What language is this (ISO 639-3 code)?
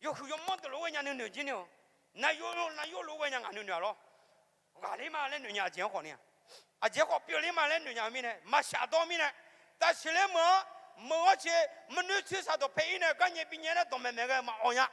ahk